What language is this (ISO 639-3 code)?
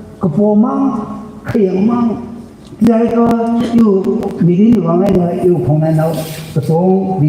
nmf